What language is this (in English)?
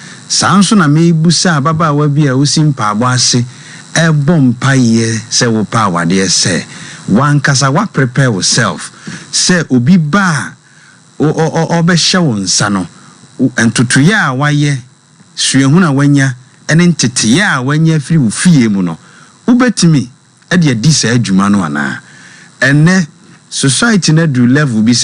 Akan